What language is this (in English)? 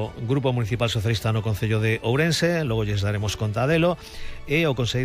Galician